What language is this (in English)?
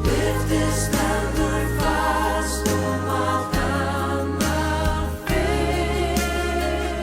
Faroese